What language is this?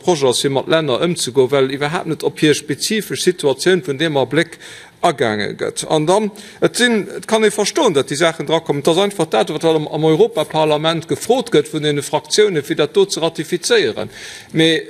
Luxembourgish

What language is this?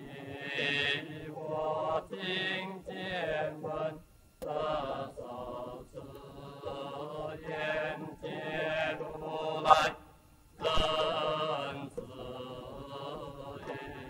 Chinese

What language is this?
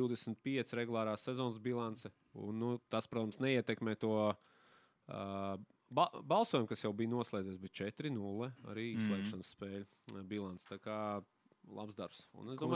Latvian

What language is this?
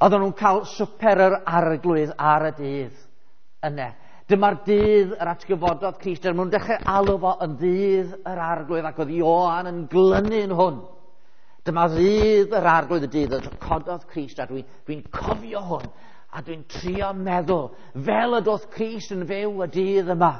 Welsh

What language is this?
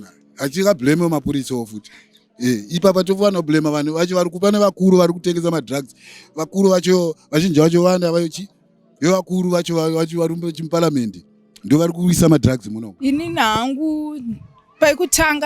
Shona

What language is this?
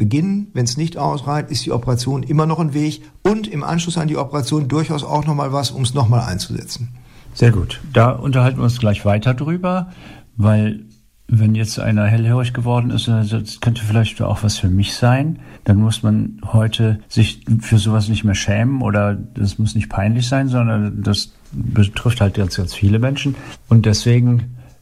German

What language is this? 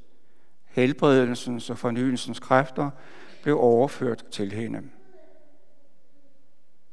Danish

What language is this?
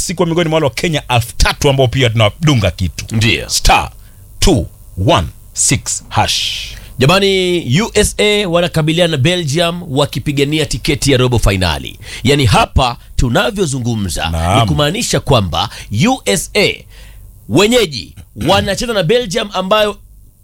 Swahili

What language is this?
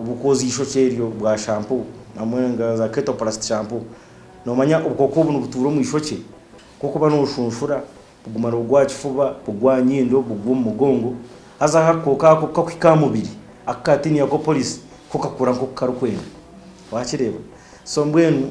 Nyankole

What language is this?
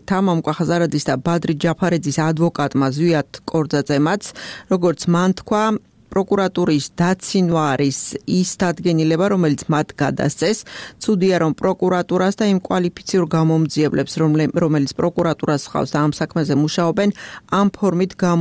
Georgian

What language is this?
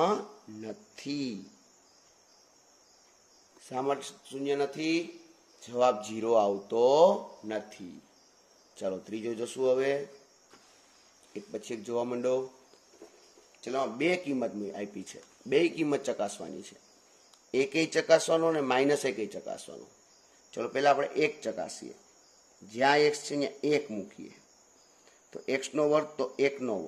Gujarati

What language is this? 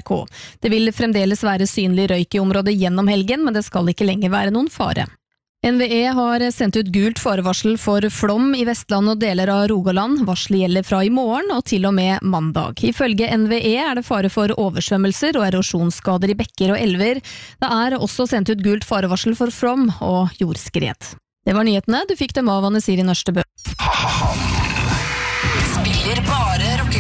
Norwegian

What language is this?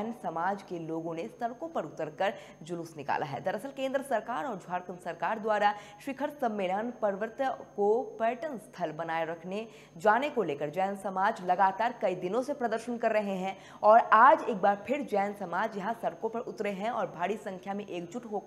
Hindi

